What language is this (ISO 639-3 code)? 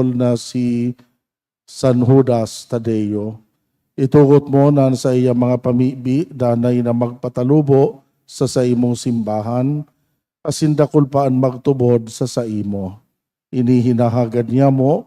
bik